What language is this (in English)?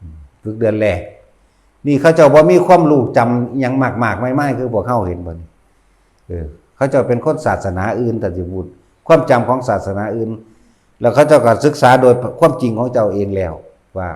Northeastern Thai